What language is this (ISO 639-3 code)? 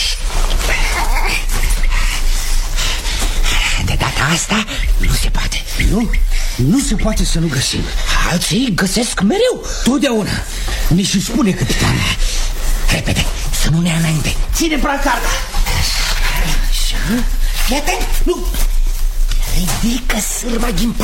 ron